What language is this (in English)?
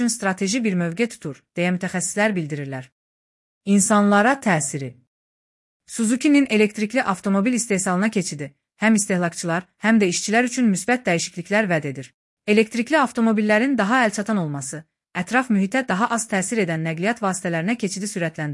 Azerbaijani